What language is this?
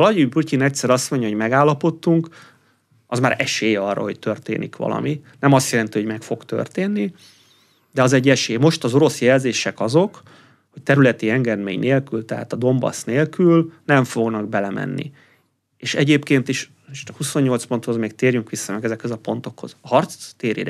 Hungarian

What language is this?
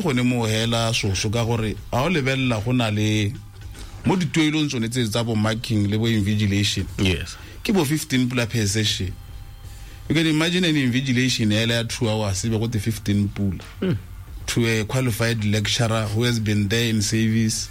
Tswana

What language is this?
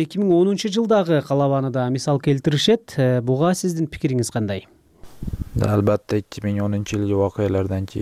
Kyrgyz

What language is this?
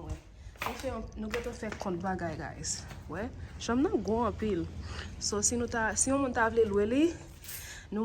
Haitian Creole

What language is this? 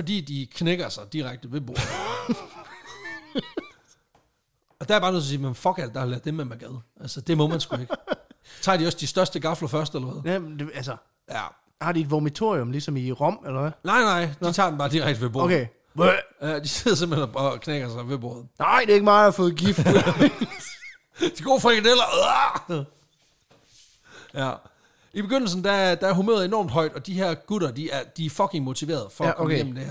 Danish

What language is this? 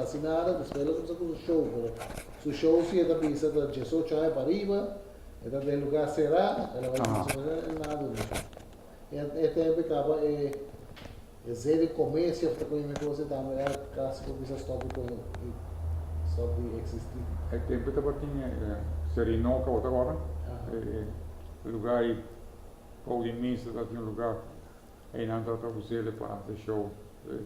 Papiamento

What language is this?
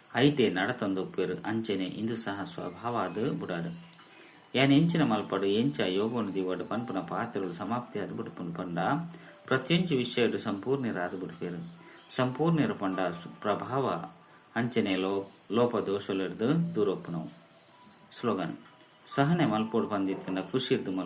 Tulu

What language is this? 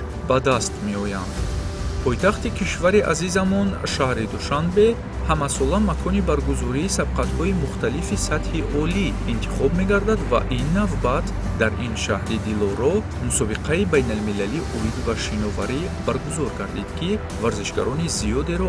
Tajik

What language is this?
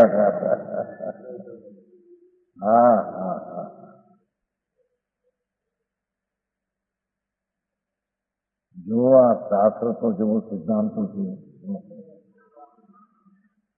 Gujarati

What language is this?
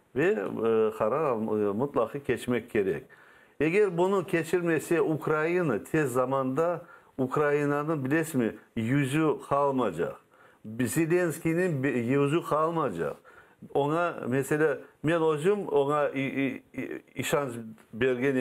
Crimean Tatar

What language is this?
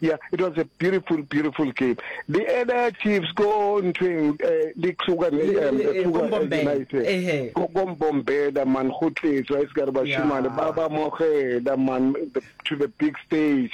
Northern Sotho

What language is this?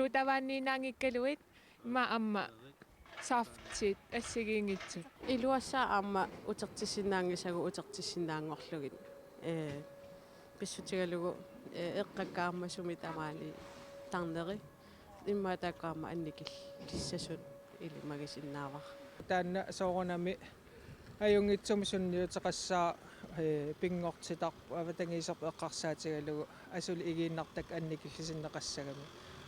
Kalaallisut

